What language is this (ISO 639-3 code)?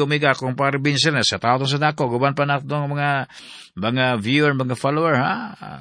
ceb